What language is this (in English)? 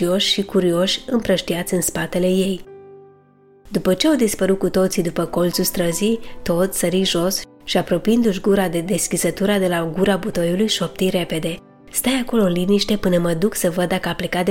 Romanian